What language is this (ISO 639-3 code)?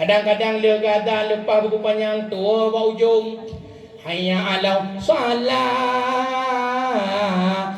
ace